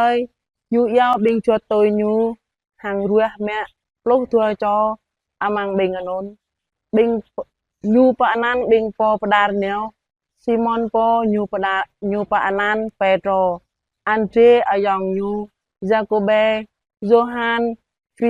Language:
Jarai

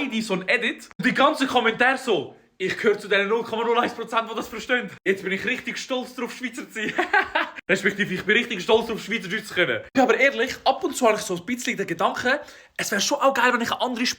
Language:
Swiss German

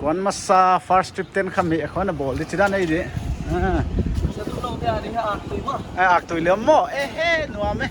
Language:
Paite Chin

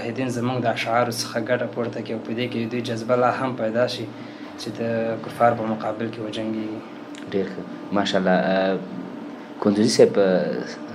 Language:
Pashto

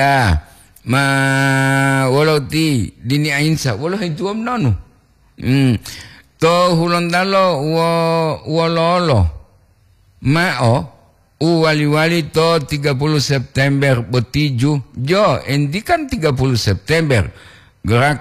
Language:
Gorontalo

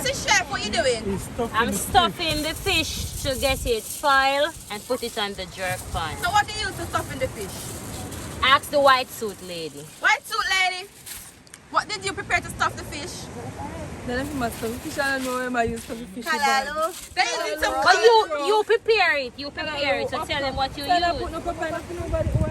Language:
Jamaican Creole English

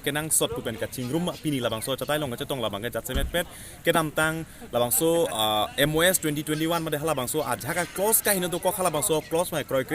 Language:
Karbi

